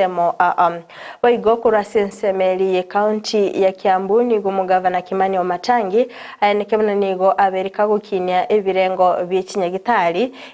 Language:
Gusii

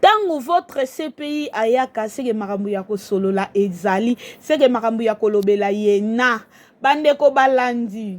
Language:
Lingala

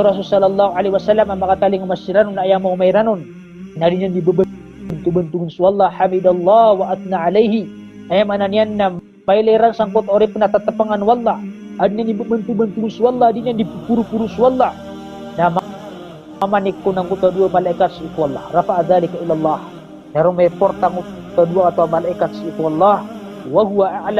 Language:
Maranao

